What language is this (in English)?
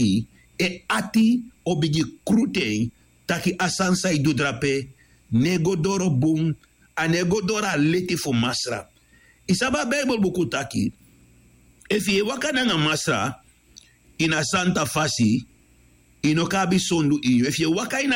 Sranan Tongo